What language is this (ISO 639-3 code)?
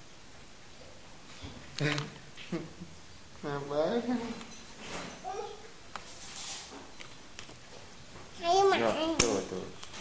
ind